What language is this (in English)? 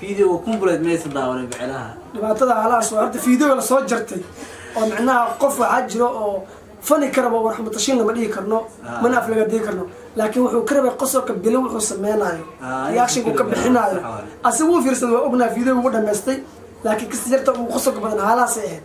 Somali